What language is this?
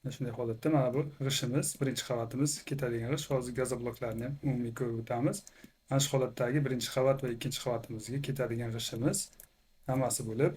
Uzbek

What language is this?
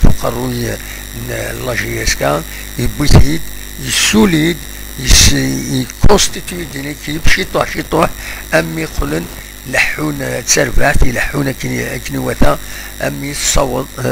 Kabyle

